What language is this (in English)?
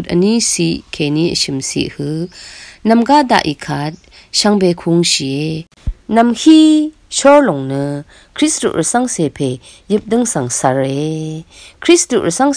Rawang